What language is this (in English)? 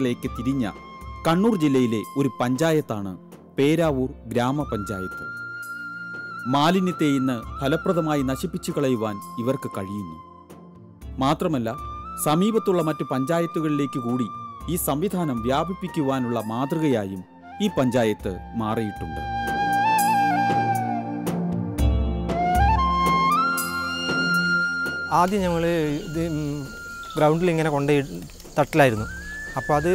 Malayalam